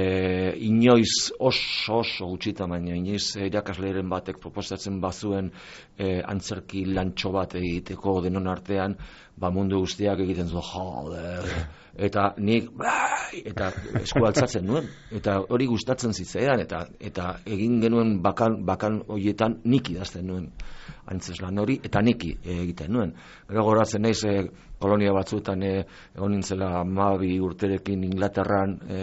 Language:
Basque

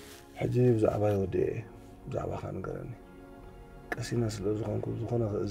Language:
Tigrinya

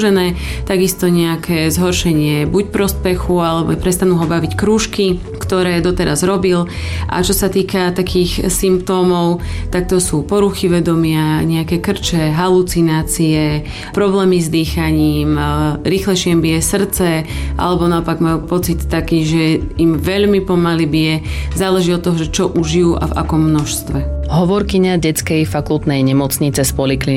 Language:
Slovak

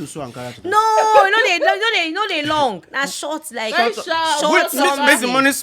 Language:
Nigerian Pidgin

